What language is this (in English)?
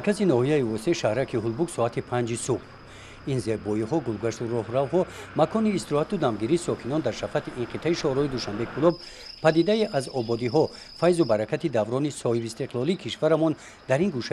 Tajik